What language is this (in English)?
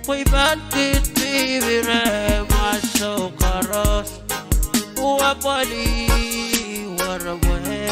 Pohnpeian